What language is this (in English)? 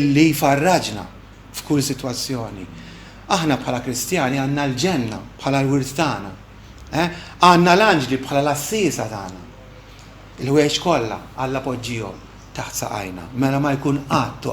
Maltese